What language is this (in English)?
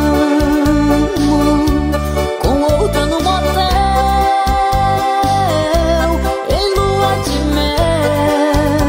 Portuguese